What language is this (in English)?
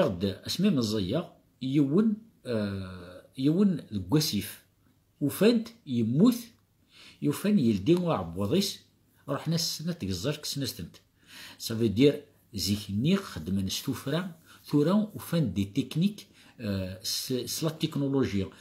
Kabyle